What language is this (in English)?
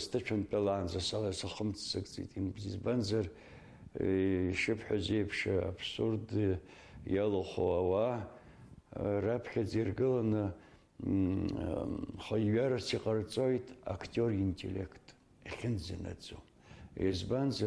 Abkhazian